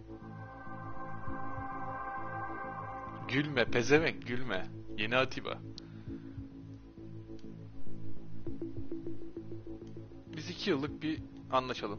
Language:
Turkish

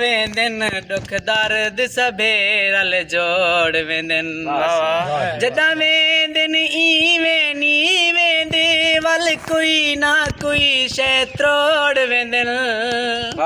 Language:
Saraiki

